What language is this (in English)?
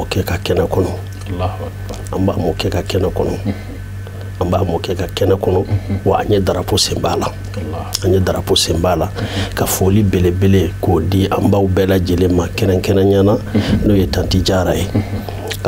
Bambara